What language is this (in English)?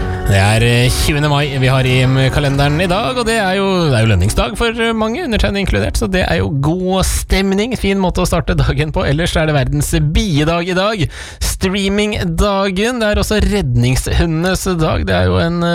Norwegian